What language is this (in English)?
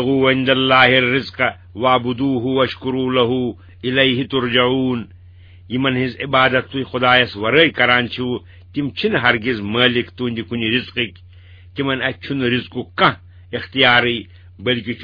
Kashmiri